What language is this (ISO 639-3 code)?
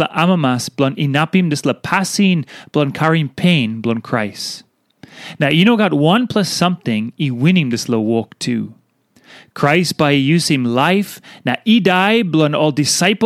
tpi